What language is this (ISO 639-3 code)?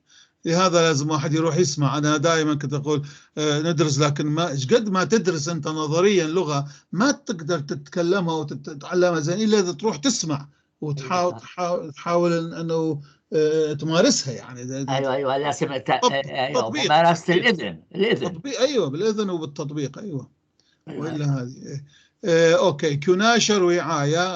apc